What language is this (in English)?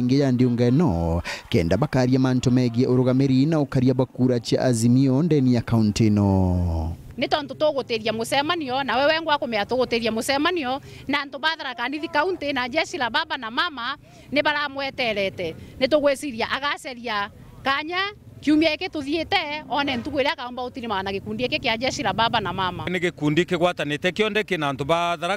Meru